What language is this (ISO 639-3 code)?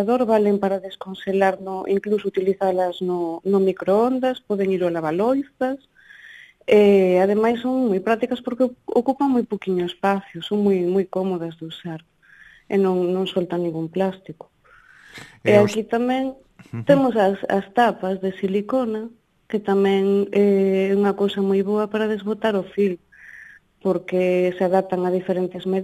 glg